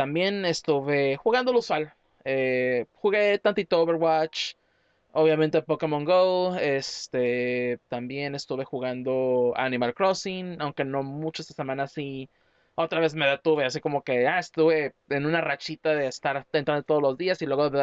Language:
Spanish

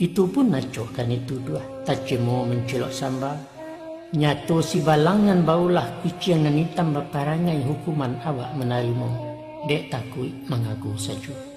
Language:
Minangkabau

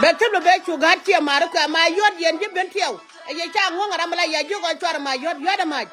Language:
Nuer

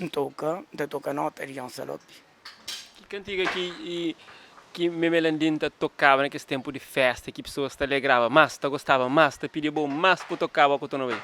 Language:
Kabuverdianu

